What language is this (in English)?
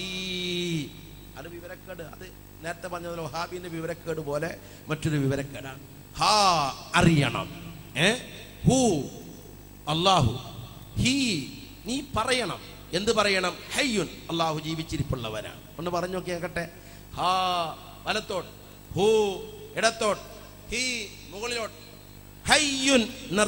Malayalam